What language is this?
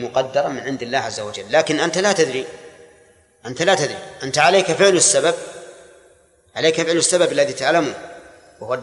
Arabic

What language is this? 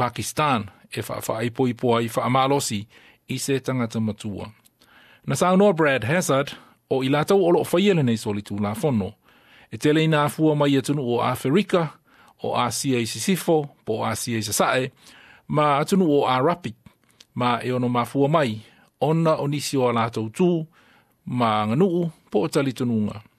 Samoan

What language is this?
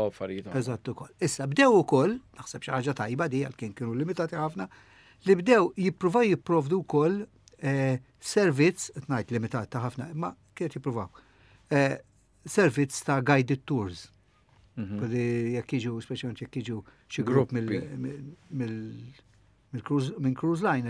Maltese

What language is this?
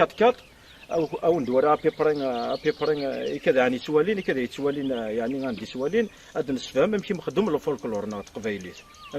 Kabyle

